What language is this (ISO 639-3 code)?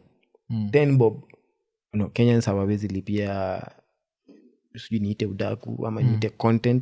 swa